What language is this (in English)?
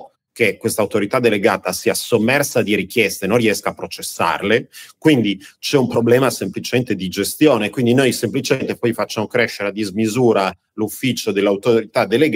Italian